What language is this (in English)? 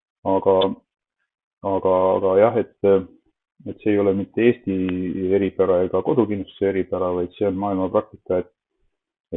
Estonian